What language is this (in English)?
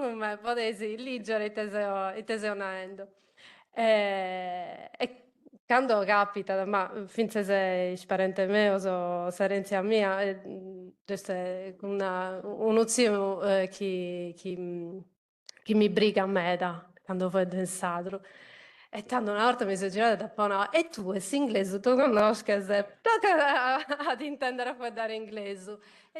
Sardinian